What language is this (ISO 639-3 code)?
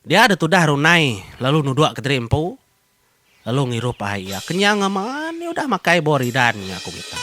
iba